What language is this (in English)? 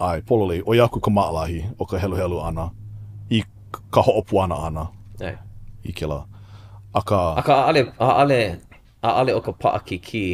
Hawaiian